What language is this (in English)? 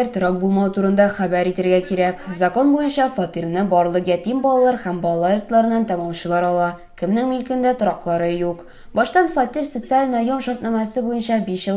Tatar